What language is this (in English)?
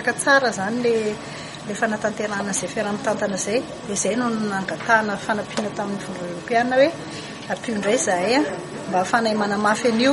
Malagasy